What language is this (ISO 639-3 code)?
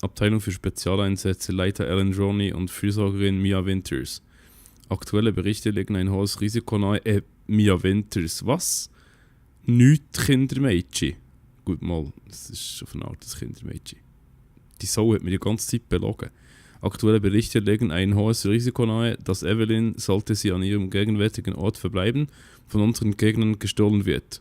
gsw